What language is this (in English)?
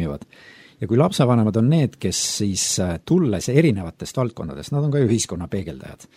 Estonian